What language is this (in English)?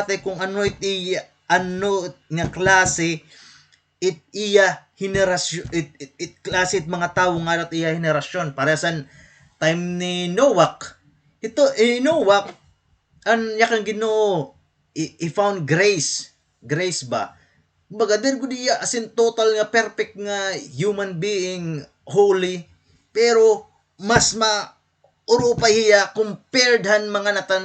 Waray